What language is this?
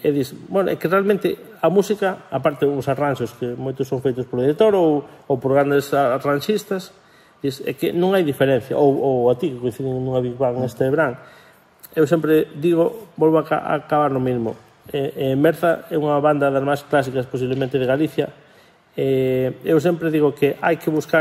Galician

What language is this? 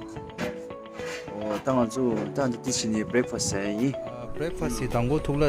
Tibetan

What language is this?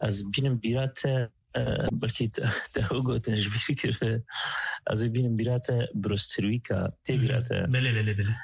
Kurdish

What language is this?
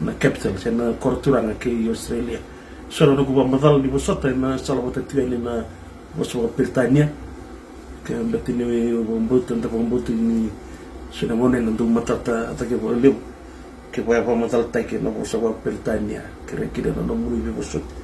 Fijian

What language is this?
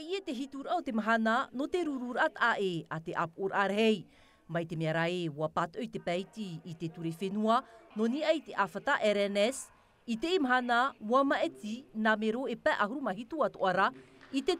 Tahitian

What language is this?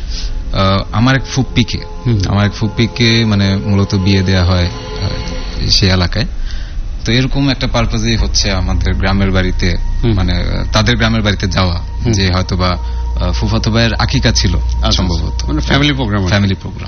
Bangla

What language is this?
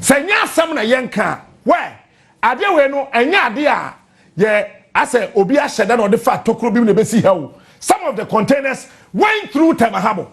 Akan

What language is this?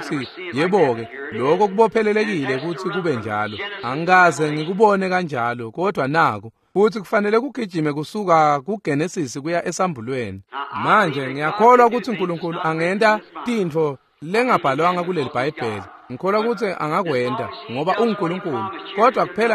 Swati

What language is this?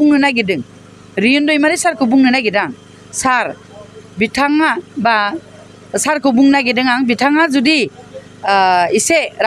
Bodo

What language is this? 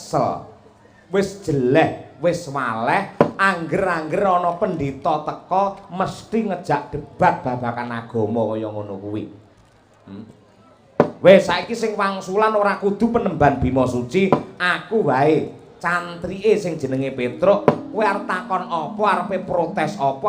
Javanese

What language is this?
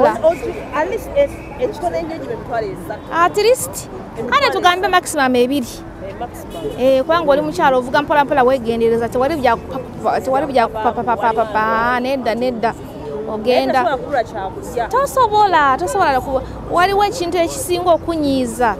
Ganda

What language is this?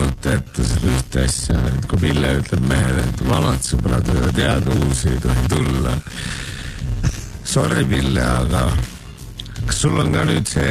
Estonian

